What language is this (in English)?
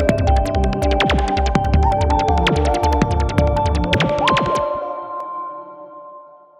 Basque